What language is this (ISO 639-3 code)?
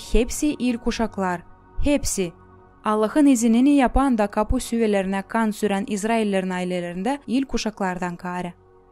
gag